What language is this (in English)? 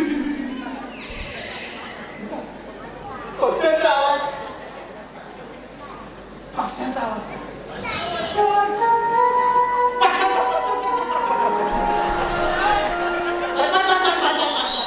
Marathi